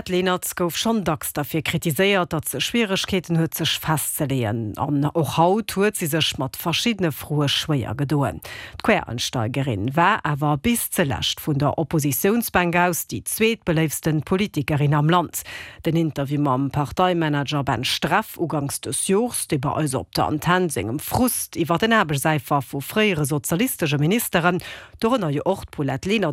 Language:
Luxembourgish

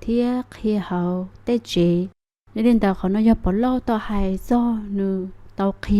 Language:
Hmong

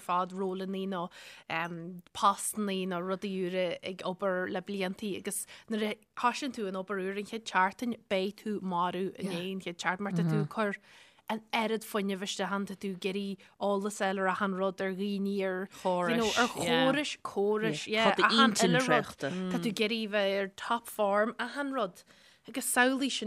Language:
Irish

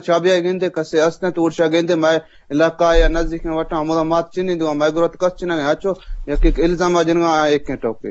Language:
Eastern Balochi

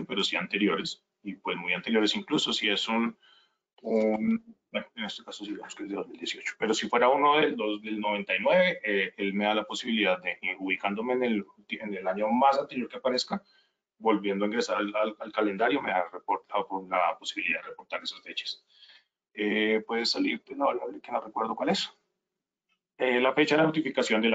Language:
Spanish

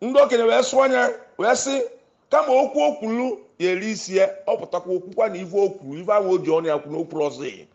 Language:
Igbo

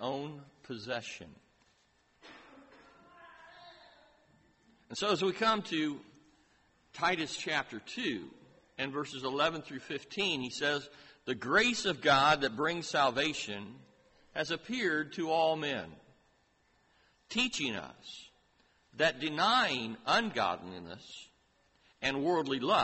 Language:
English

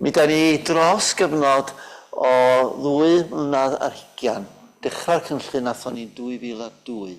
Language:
Welsh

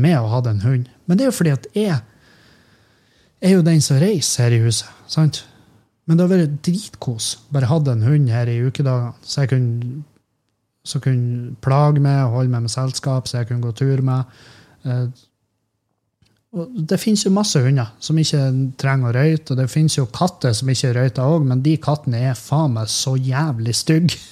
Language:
Norwegian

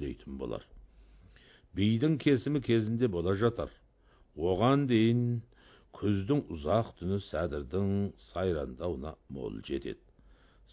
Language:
Kazakh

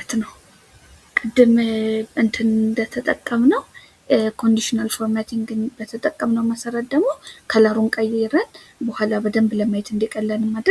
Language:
Amharic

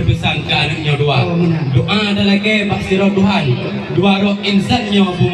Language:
Achinese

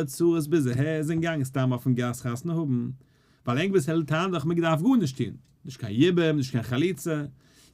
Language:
Yiddish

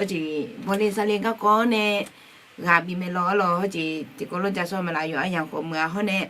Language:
Akha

